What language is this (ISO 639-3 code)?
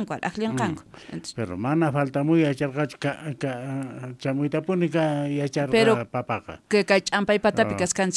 quh